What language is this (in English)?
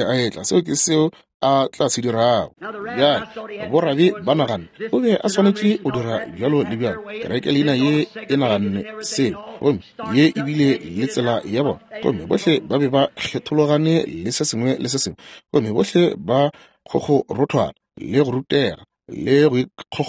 Northern Sotho